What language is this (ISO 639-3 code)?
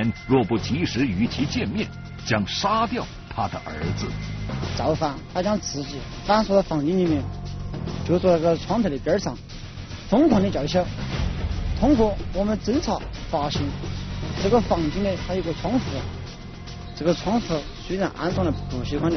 zho